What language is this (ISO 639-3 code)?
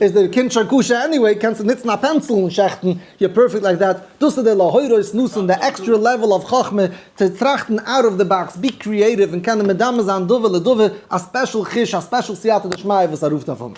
yid